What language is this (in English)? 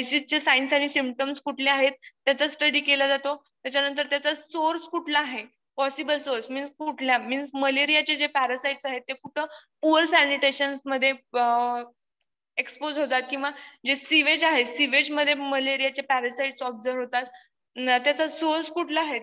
Marathi